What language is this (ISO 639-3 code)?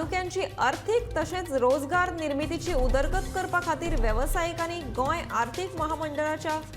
kok